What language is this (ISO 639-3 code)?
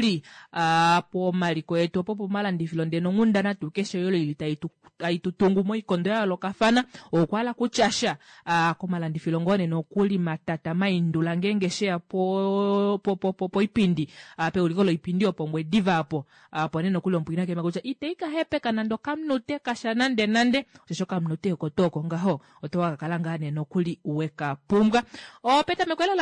kua